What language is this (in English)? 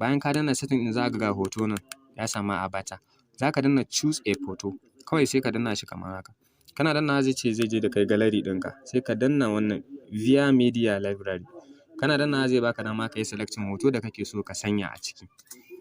Hausa